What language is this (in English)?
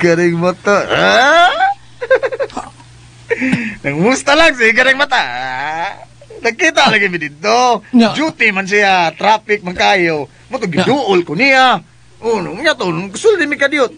Cebuano